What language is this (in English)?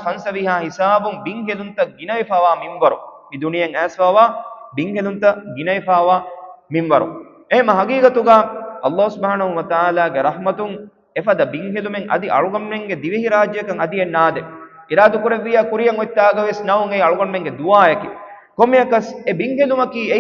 Divehi